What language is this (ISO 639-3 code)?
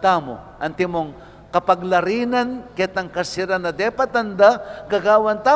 pam